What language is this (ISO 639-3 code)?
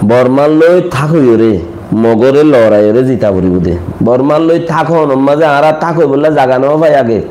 rhg